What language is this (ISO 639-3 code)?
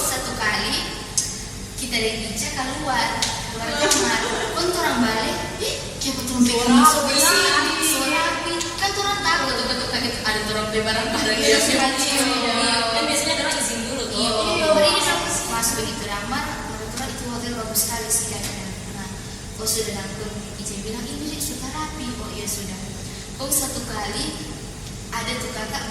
xmm